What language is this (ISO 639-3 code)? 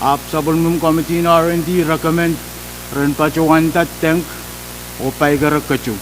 pon